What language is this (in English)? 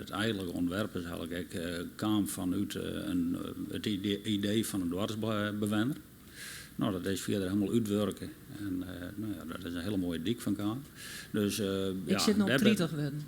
Western Frisian